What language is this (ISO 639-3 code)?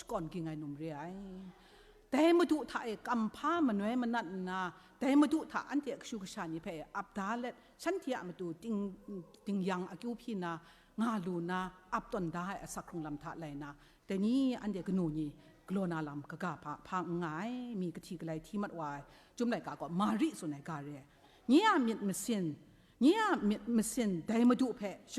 kac